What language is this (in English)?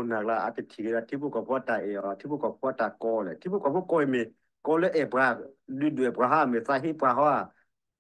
S'gaw Karen